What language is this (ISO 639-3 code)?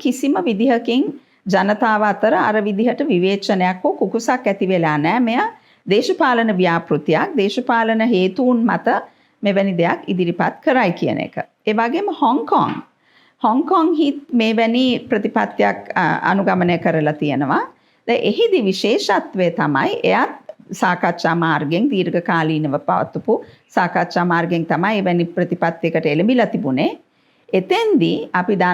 sin